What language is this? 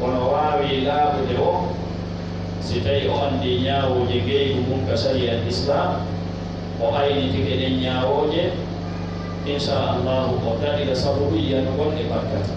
Fula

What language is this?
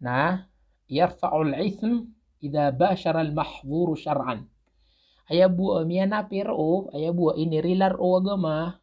Maranao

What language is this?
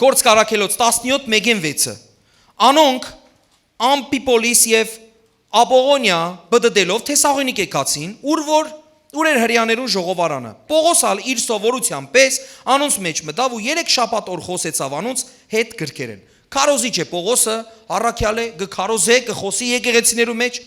Western Armenian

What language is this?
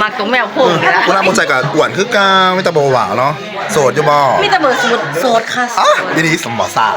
Northeastern Thai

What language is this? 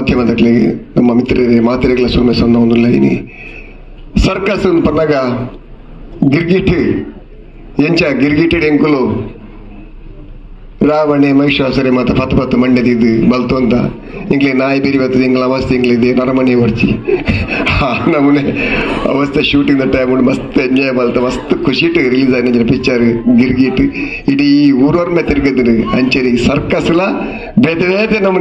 Tulu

